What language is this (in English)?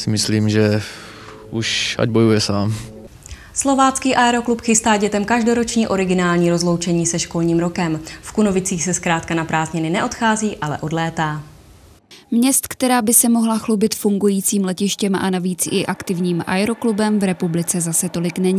Czech